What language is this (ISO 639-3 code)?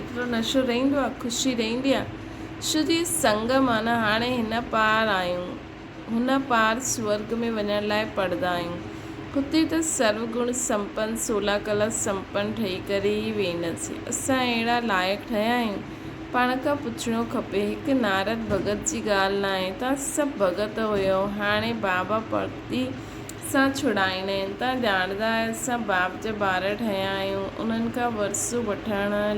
snd